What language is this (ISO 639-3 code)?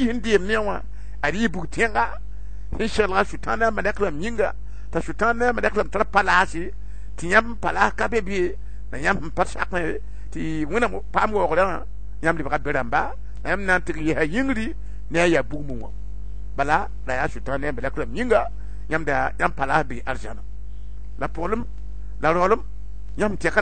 mos